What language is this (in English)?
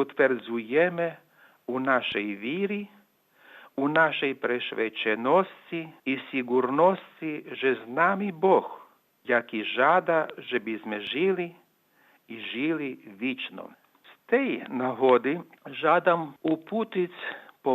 Rusyn